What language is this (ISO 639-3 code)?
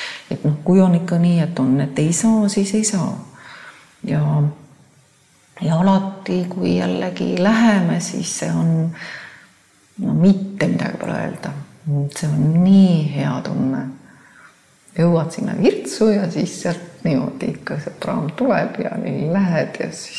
est